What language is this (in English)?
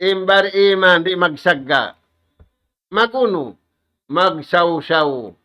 Tausug